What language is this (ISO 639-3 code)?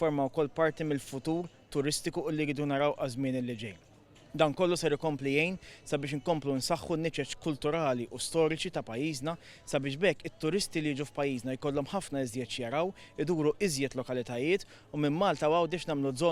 mlt